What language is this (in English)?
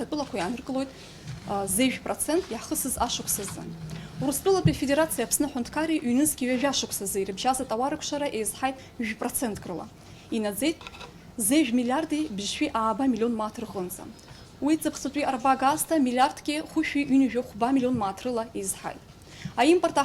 Abkhazian